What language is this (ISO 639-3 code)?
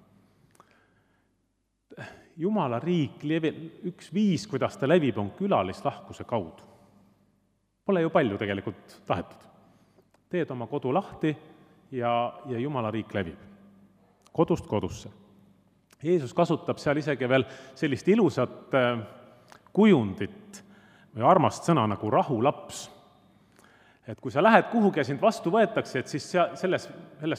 est